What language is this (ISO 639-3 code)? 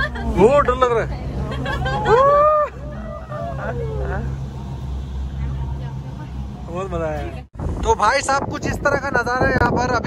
hin